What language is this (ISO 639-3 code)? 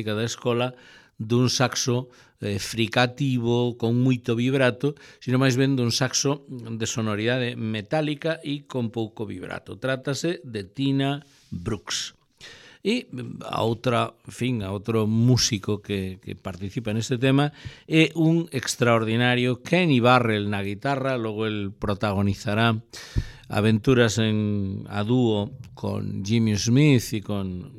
glg